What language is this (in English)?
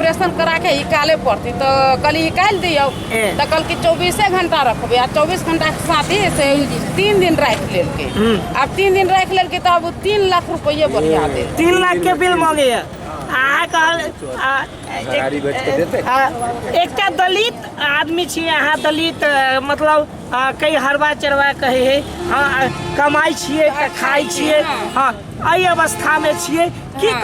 Maithili